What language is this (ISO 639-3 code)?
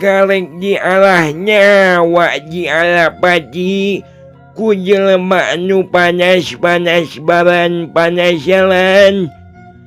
sun